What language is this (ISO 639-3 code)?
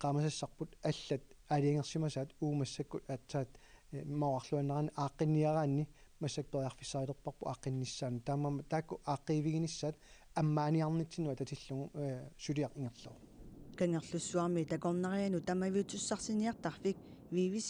kal